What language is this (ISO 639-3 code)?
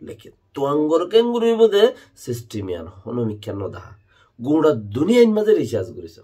rhg